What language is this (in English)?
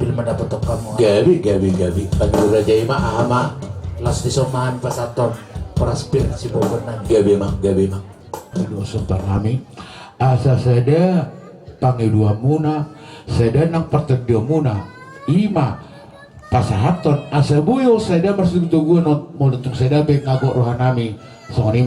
Batak Toba